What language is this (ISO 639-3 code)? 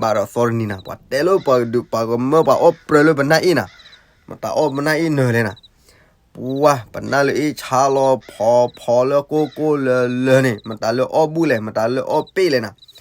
ksw